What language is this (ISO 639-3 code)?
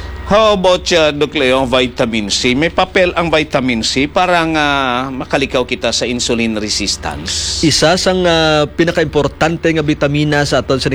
hil